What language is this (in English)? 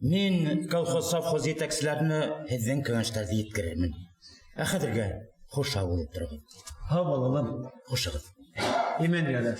Bashkir